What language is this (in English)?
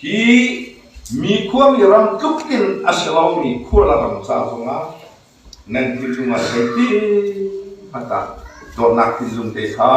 Hakha Chin